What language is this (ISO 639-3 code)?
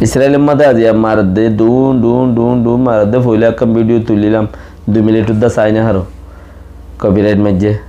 rhg